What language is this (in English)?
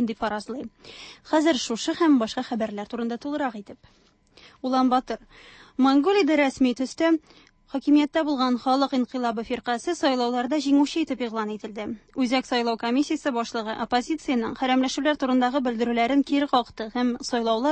Tatar